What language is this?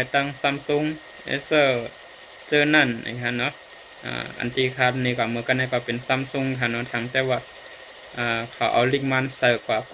Shan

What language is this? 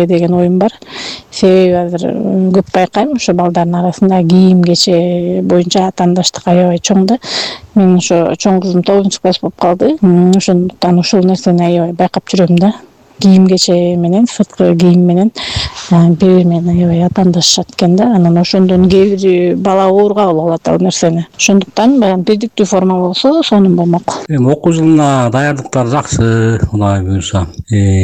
Kyrgyz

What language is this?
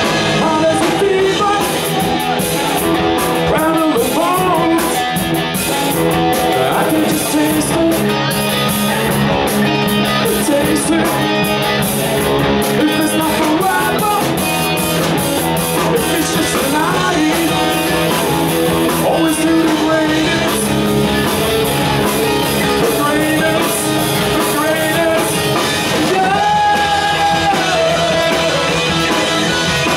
English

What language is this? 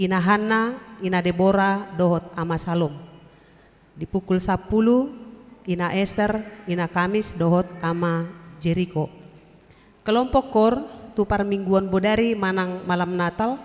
Batak Toba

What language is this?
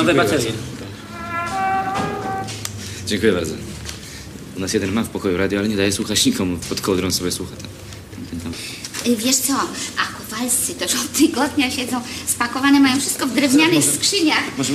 Polish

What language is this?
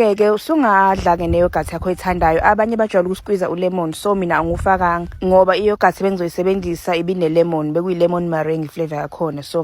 Zulu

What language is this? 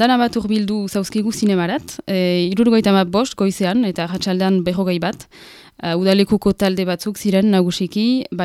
Basque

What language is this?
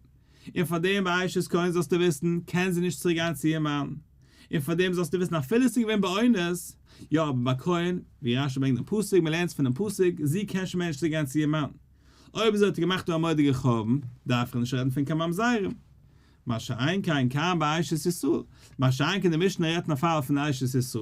Yiddish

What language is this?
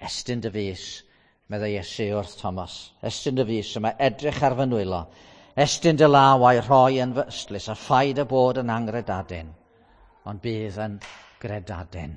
Welsh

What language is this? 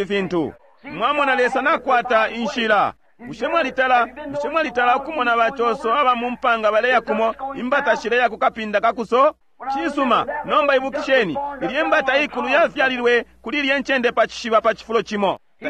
Bemba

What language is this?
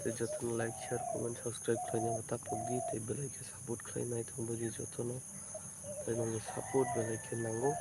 Kok Borok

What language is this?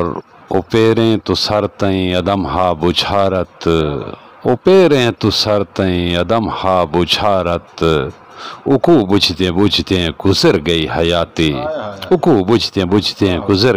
Saraiki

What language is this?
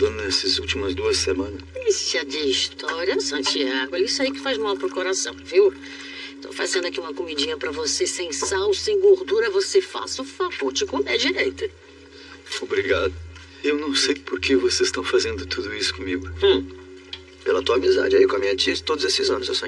Portuguese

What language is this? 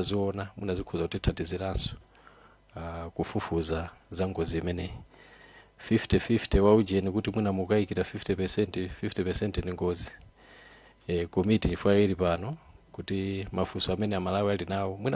Nyanja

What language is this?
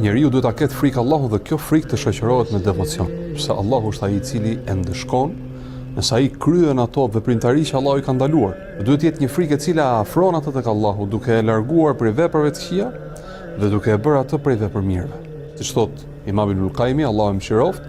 Albanian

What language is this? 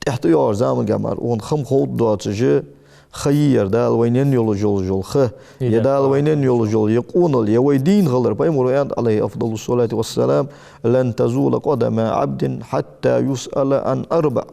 Ingush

